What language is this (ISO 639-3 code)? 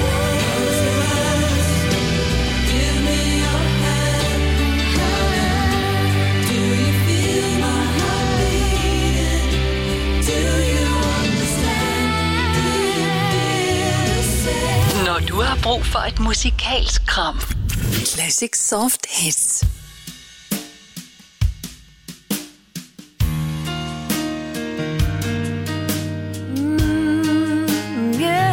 dan